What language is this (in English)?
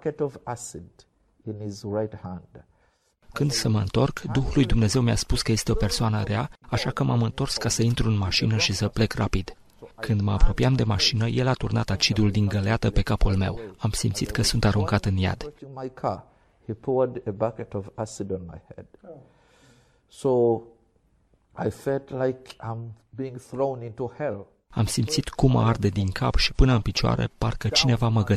Romanian